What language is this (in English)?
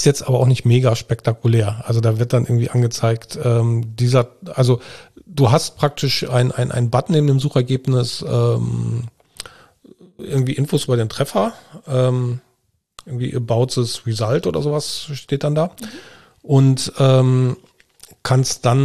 German